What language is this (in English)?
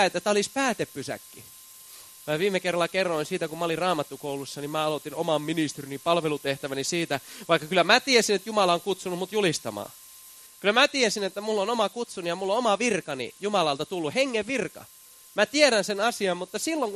Finnish